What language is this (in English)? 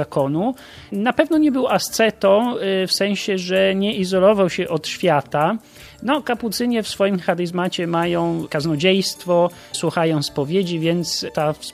Polish